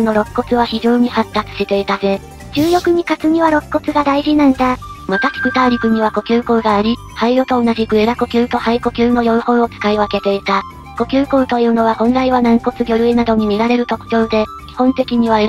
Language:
Japanese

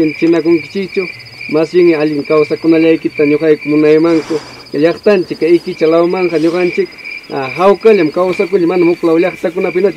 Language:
Ayacucho Quechua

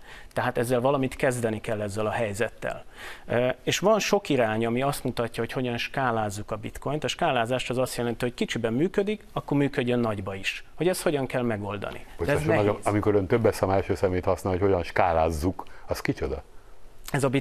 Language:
Hungarian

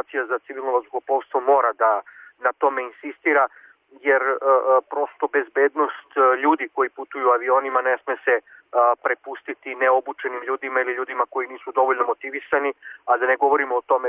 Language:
Serbian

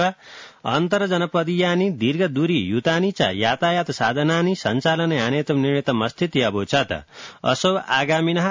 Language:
Sanskrit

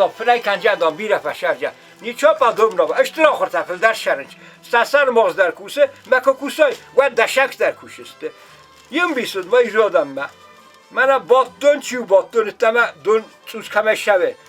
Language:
Ossetic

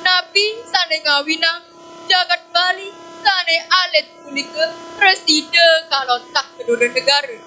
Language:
Balinese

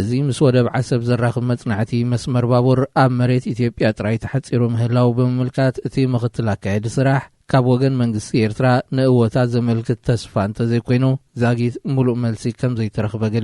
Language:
Tigrinya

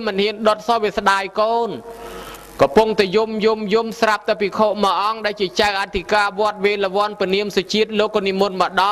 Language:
Khmer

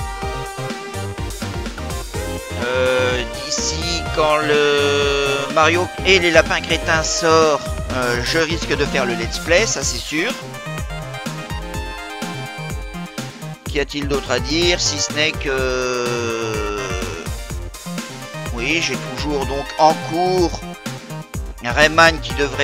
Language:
French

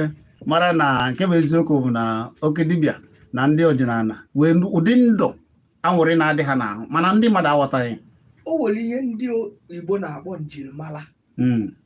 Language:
Igbo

